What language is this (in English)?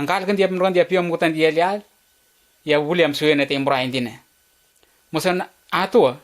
Letemboi